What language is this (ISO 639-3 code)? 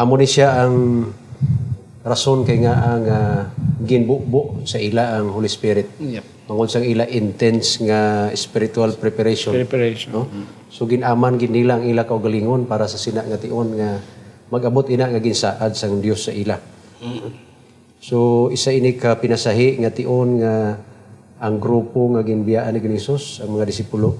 hil